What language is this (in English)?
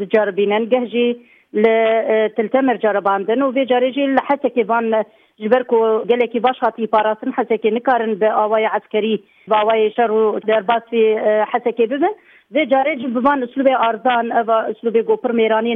Kurdish